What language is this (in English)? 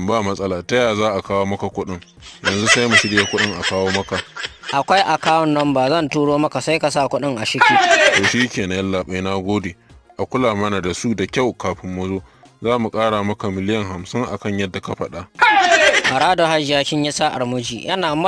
Hausa